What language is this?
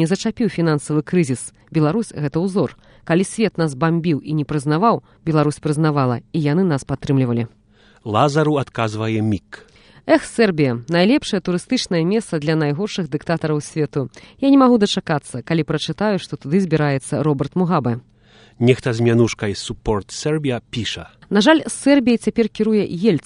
Belarusian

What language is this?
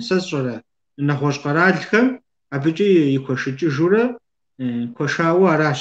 Kabardian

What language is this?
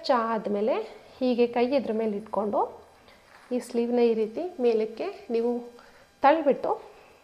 Kannada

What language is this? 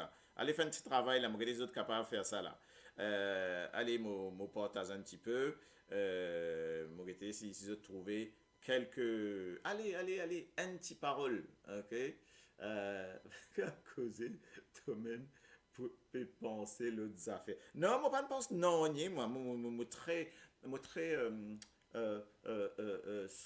Morisyen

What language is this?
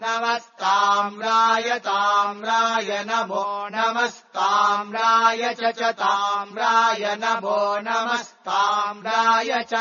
Sanskrit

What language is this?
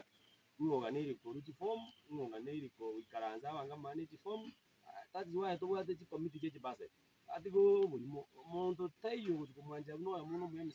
Gusii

